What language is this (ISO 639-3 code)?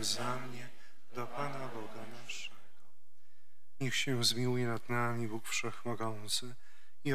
pol